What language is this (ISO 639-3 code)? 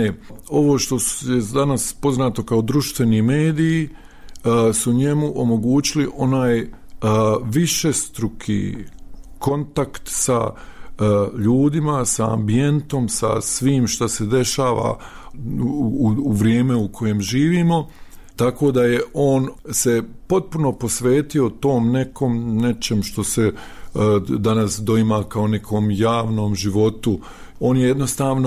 bos